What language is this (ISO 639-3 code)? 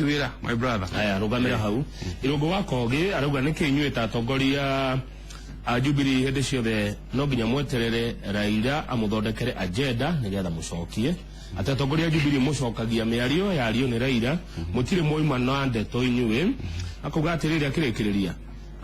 kik